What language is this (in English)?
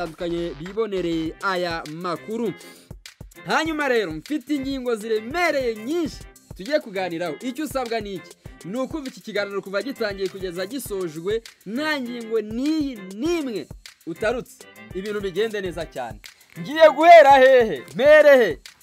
Kinyarwanda